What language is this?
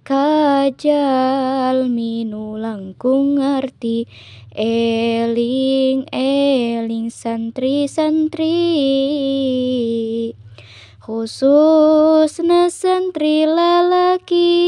Sundanese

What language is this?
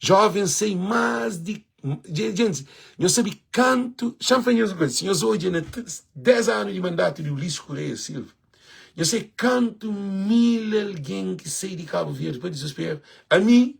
Kabuverdianu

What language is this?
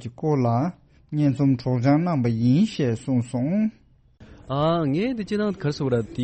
Tibetan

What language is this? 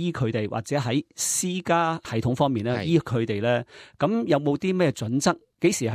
Cantonese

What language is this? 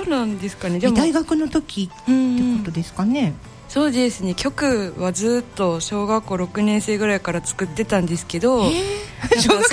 Japanese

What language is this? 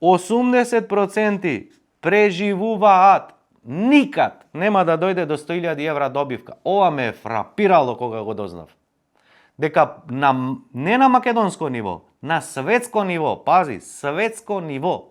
Macedonian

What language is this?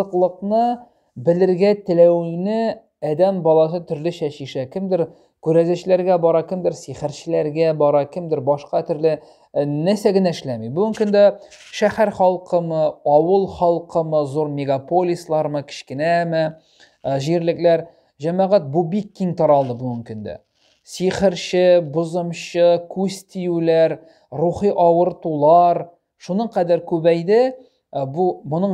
Tatar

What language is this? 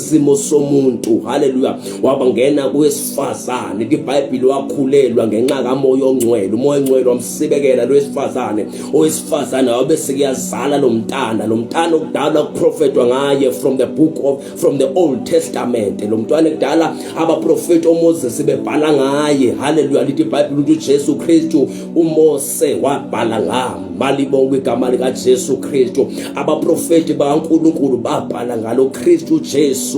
Zulu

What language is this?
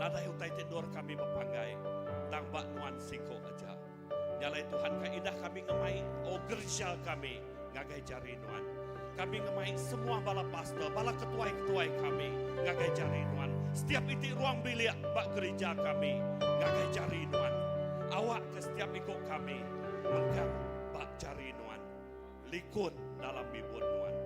Iban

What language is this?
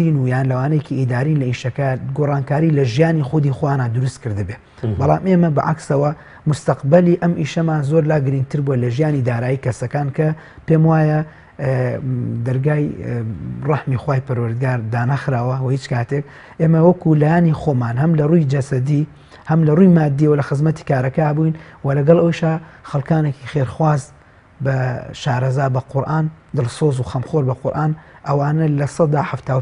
Central Kurdish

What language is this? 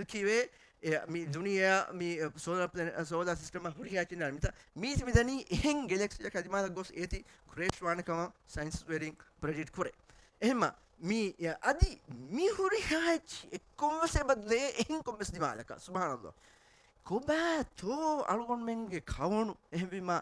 Divehi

